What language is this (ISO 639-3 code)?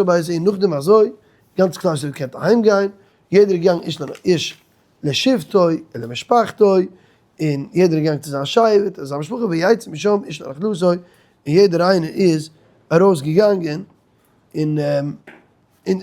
yid